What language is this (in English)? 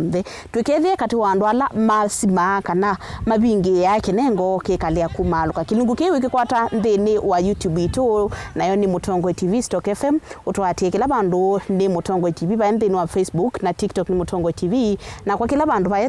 Kamba